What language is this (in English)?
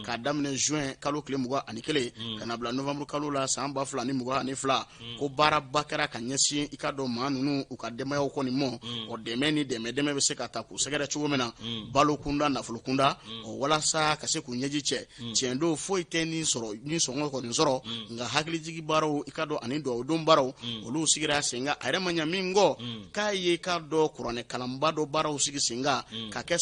Bambara